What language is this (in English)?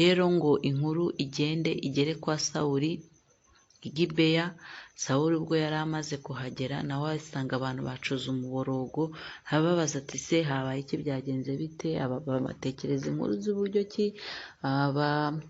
Kinyarwanda